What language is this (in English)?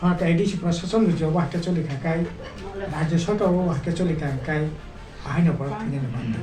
Kok Borok